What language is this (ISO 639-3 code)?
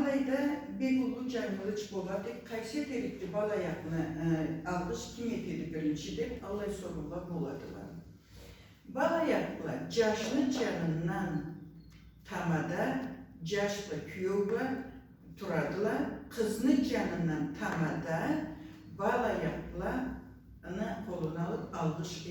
krc